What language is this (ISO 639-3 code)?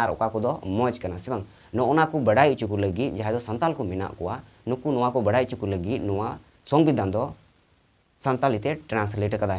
sat